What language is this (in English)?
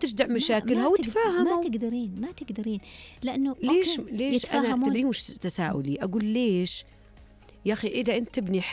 Najdi Arabic